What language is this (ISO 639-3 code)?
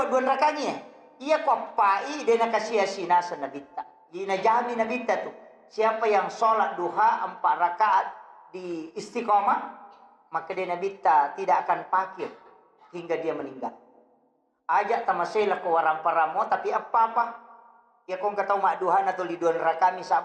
bug